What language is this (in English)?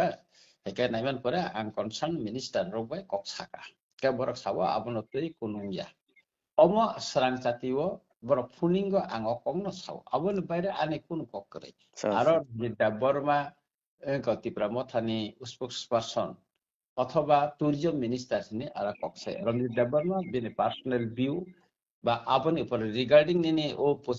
Kok Borok